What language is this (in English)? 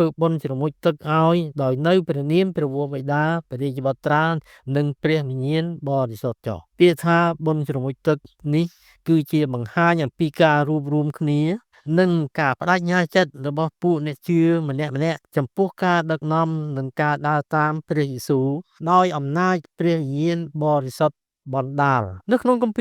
Khmer